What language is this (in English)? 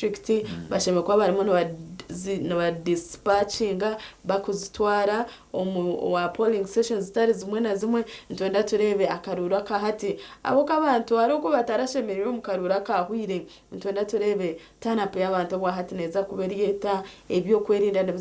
Nyankole